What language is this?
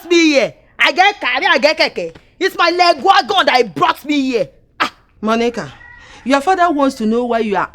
Nigerian Pidgin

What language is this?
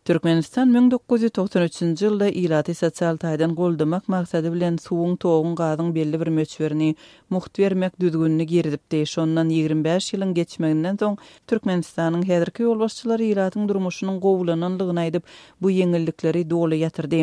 Turkmen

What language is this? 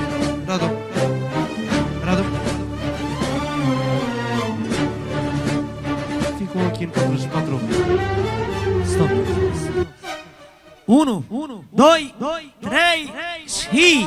Romanian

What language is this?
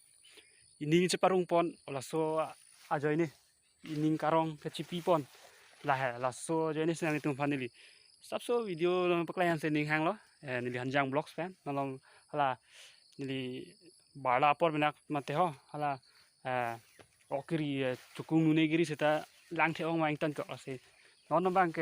Karbi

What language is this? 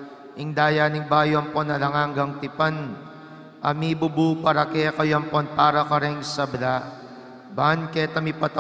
Pampanga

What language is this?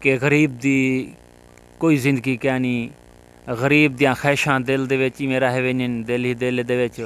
Saraiki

